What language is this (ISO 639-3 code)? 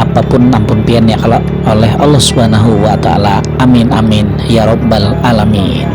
bjn